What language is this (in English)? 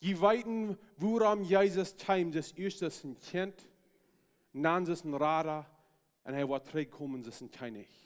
Plautdietsch